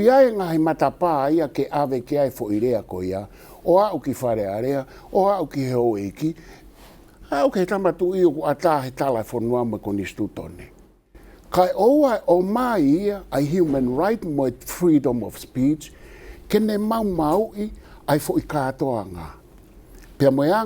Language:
Tongan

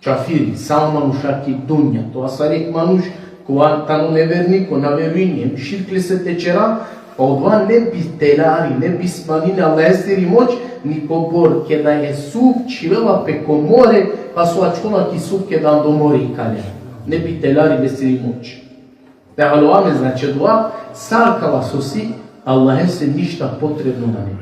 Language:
Balkan Romani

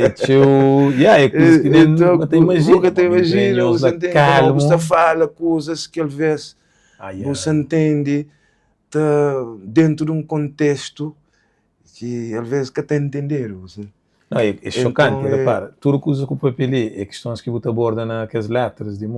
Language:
Kabuverdianu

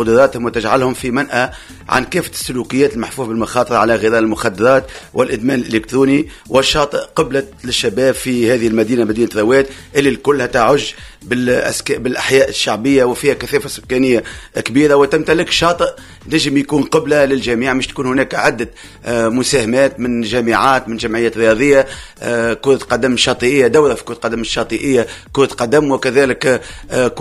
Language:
Tunisian Arabic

